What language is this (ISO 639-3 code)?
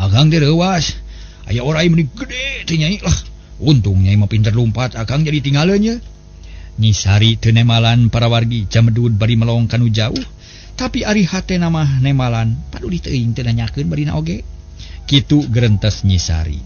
sun